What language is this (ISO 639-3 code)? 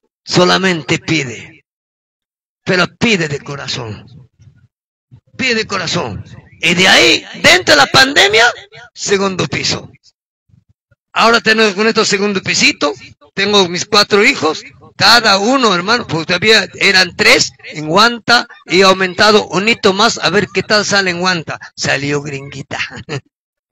spa